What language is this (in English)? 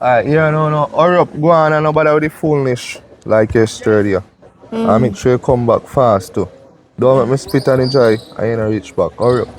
Jamaican Creole English